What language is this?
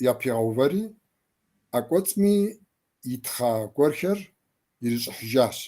Kabardian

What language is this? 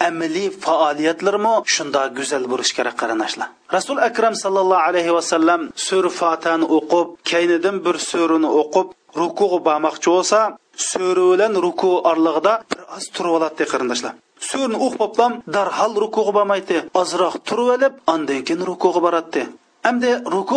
Uyghur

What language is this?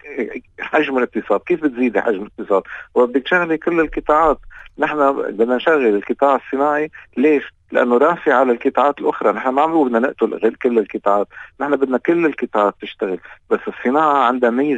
North Levantine Arabic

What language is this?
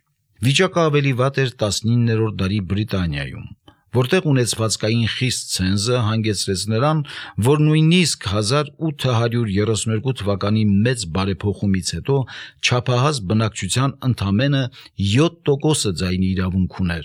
Armenian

